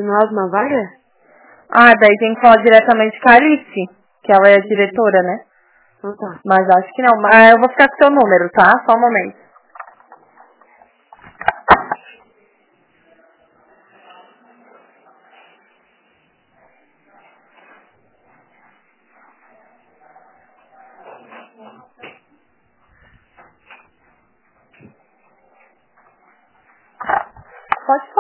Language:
Portuguese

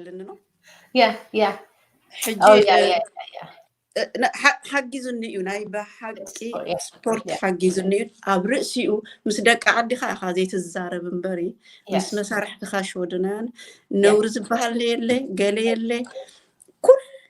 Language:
Tigrinya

